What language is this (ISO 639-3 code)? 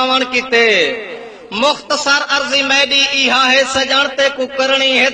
skr